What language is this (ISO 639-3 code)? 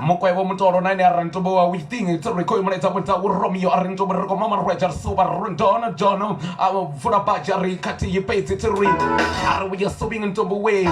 ven